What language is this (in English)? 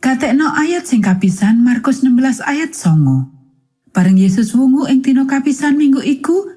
Javanese